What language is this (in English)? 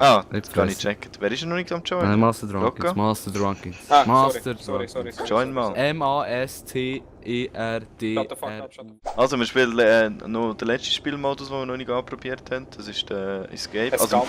Swiss German